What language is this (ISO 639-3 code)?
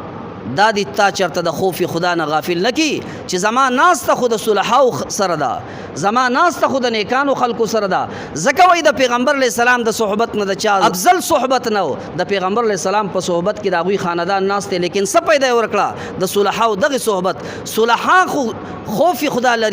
pus